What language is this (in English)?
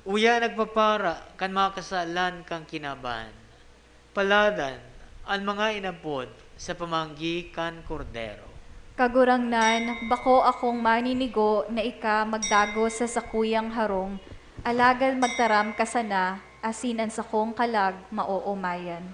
Bikol